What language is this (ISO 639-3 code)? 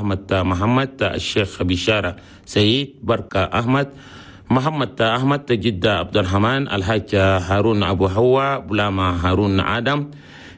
shu